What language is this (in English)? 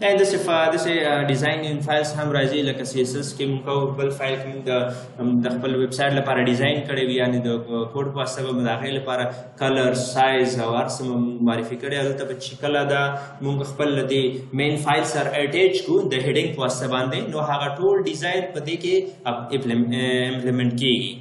Pashto